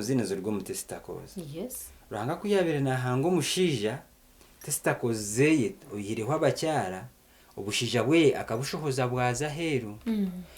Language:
Nyankole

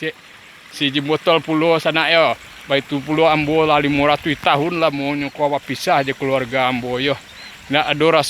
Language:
Minangkabau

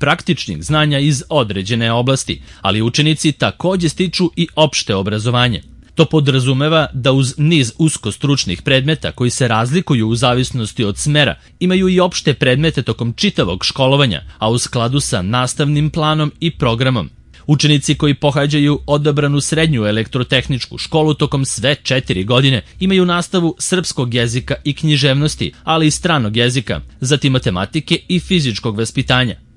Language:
Serbian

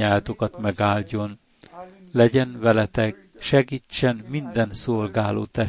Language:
Hungarian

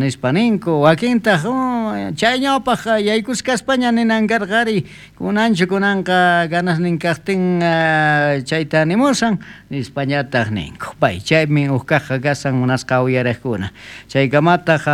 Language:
South Bolivian Quechua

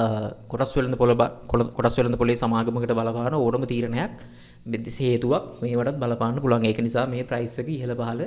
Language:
Sinhala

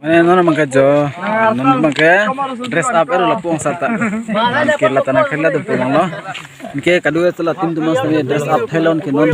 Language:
Karbi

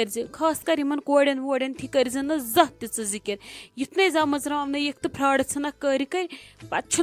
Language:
Kashmiri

